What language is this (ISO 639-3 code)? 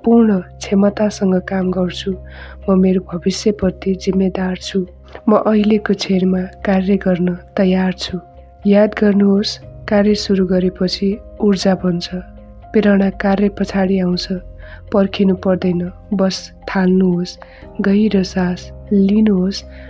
nep